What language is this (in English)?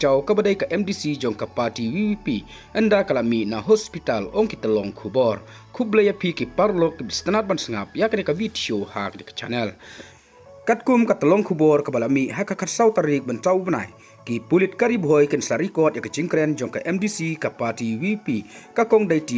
Khasi